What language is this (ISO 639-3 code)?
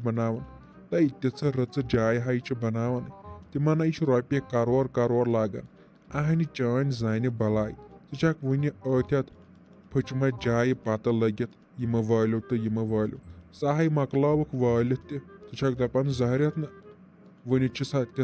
kas